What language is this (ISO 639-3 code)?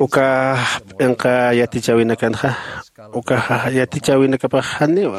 aym